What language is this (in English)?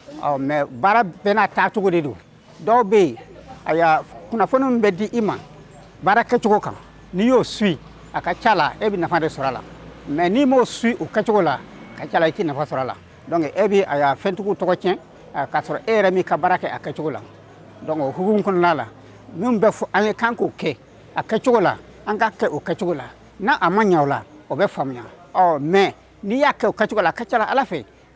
Bambara